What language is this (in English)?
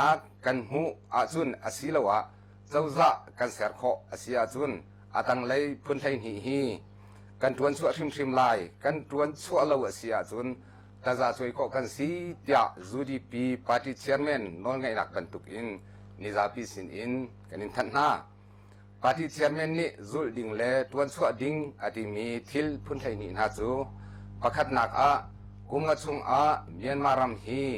Hakha Chin